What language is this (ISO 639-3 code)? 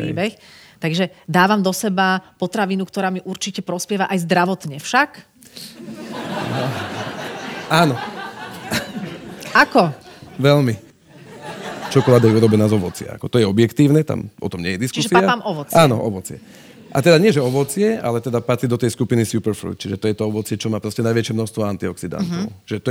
slk